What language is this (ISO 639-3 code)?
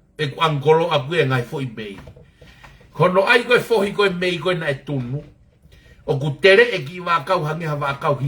ton